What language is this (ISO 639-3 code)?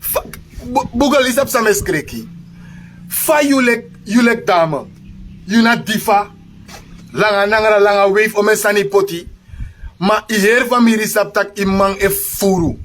srn